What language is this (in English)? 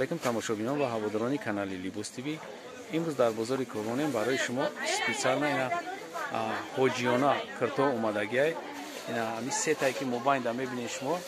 Tajik